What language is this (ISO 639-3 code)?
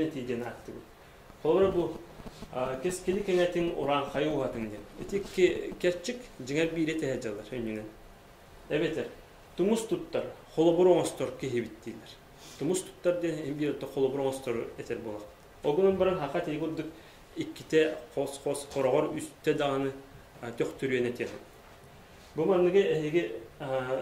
sah